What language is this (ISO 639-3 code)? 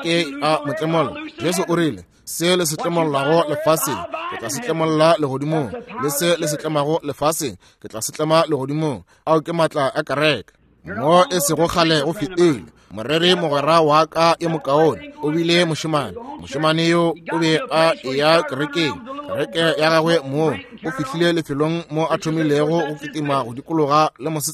nso